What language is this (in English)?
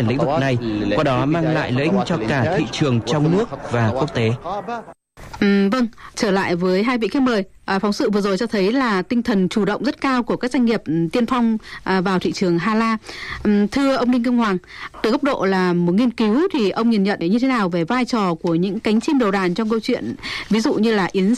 Vietnamese